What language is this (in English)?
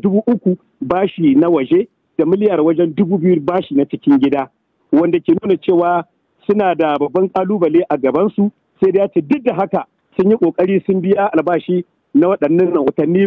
Hausa